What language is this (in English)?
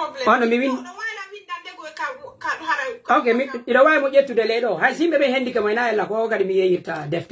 Pular